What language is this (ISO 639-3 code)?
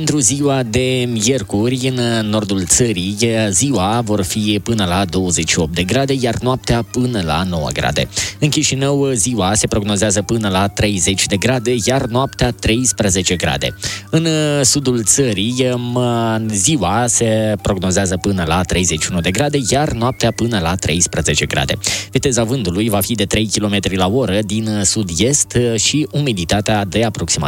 ron